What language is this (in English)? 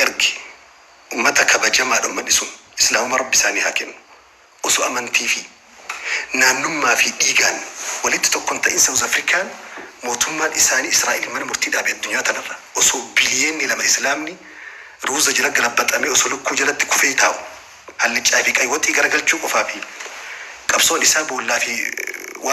Oromo